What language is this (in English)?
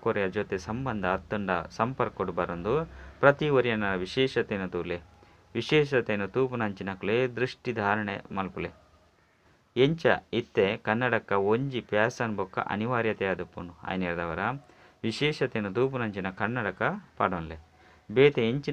Tulu